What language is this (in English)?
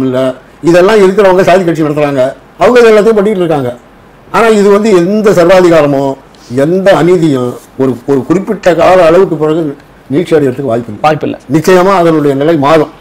Tamil